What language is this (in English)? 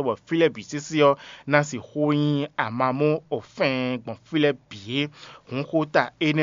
Fon